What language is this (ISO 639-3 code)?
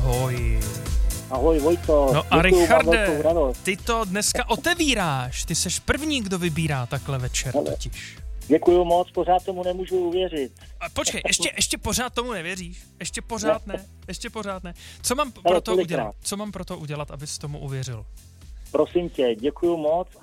ces